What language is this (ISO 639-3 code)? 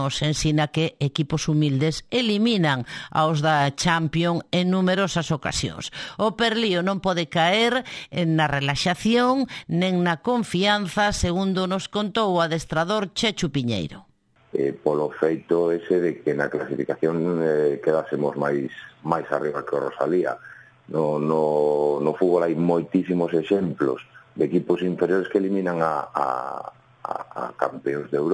glg